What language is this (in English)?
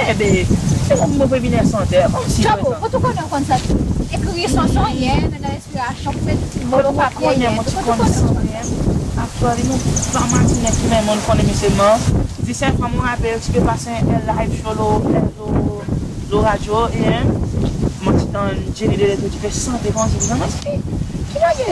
Seselwa Creole French